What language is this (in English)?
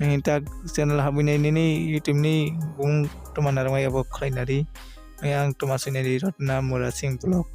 Kok Borok